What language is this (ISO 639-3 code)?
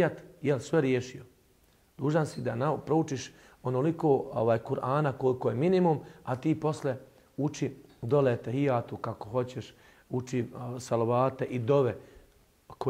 bos